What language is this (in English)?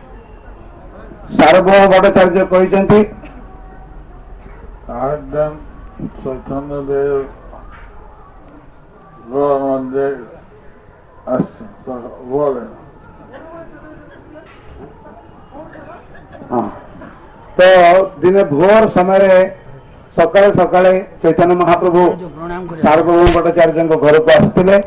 Odia